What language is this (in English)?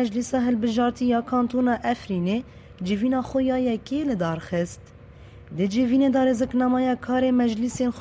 Kurdish